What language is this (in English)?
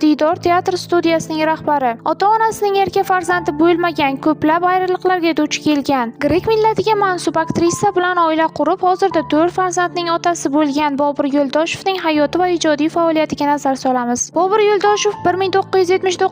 Uzbek